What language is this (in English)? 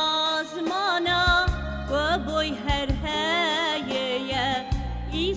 Kurdish